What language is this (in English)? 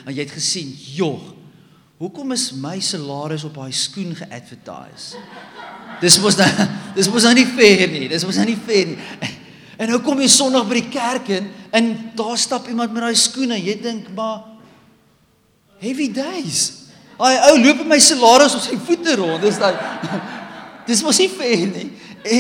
Afrikaans